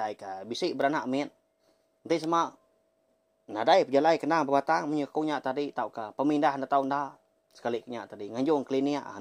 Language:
Iban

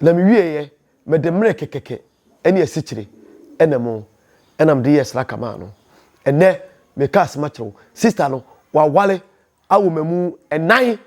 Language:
Akan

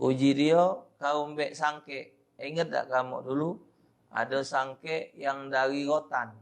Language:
Musi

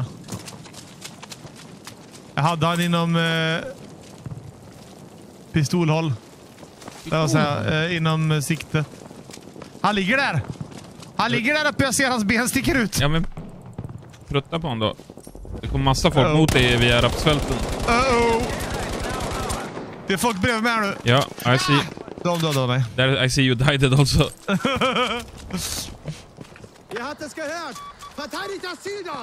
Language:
Swedish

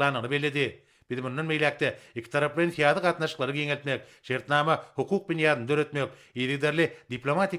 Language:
Turkmen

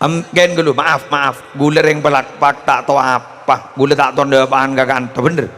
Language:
Madurese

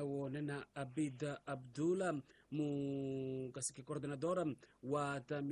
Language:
Tsonga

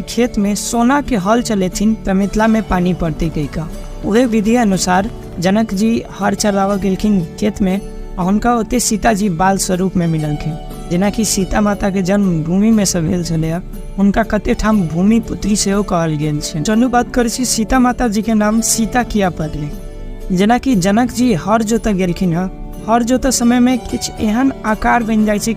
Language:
Maithili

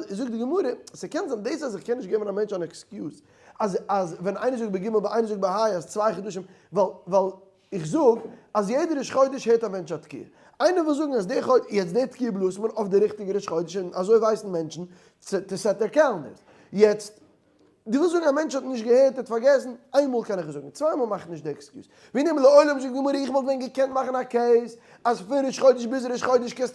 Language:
Yiddish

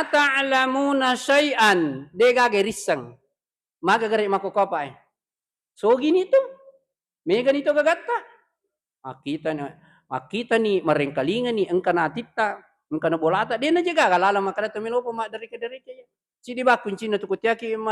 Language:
Buginese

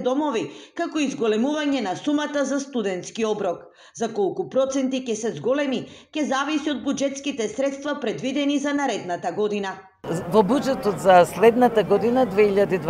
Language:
Macedonian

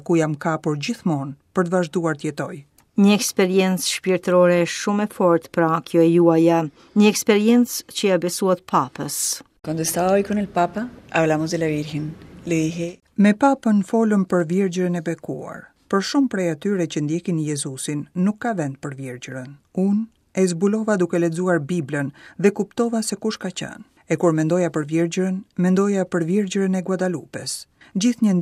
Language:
Albanian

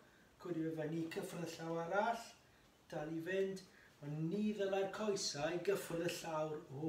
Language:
Welsh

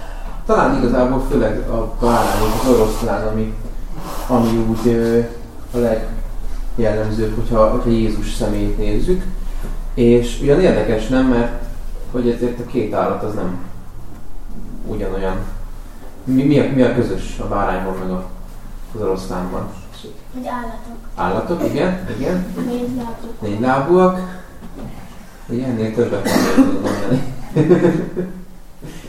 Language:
Hungarian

